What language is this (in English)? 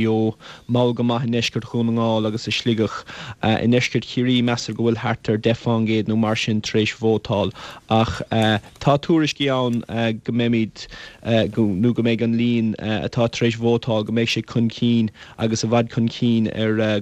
Irish